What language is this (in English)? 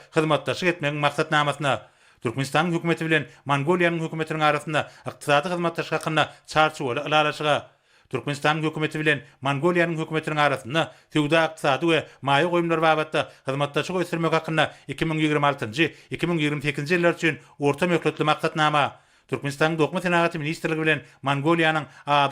Turkmen